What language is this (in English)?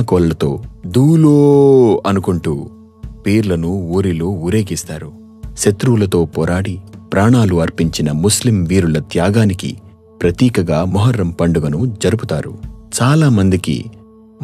Telugu